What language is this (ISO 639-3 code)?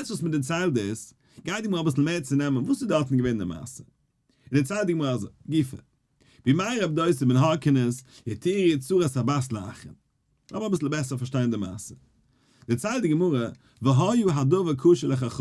yid